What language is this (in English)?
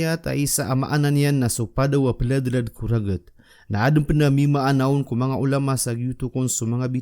Maranao